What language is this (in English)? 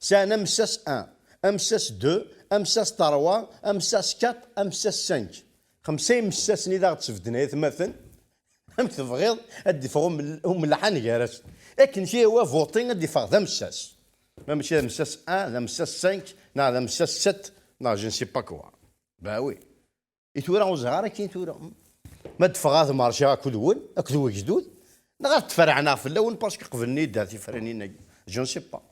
Kabyle